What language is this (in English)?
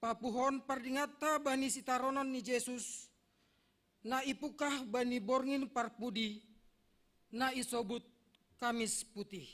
Batak Simalungun